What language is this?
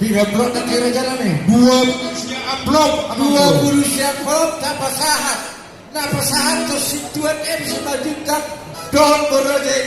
Batak Toba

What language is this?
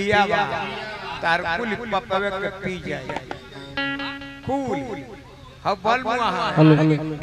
Bhojpuri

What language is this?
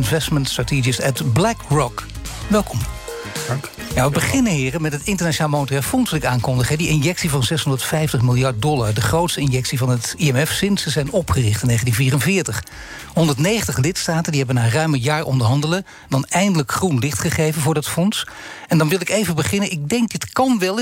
Dutch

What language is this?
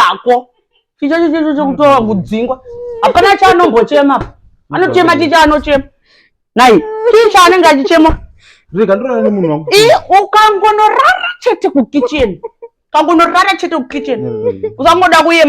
Shona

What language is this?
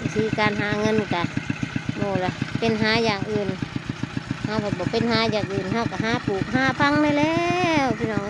Northeastern Thai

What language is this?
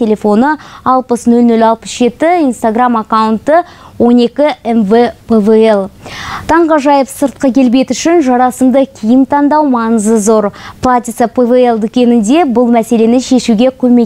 Kazakh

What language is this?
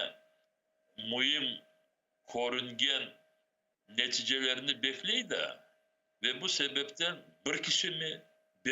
Crimean Tatar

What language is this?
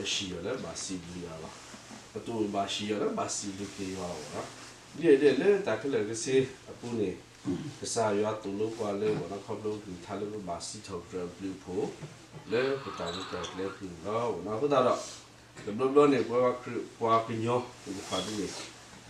S'gaw Karen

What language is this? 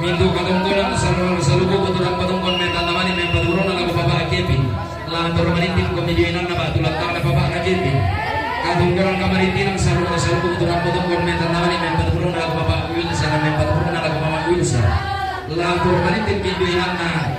Toraja-Sa'dan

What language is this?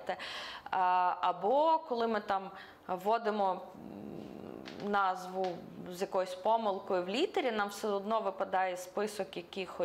Ukrainian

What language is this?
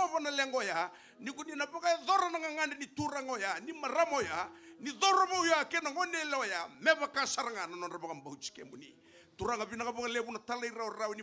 Fijian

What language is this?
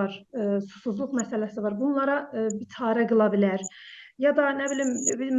South Azerbaijani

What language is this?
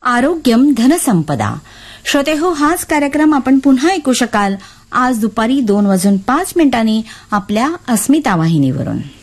Marathi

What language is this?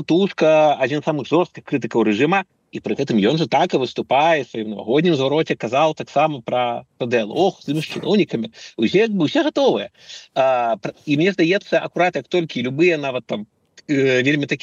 Belarusian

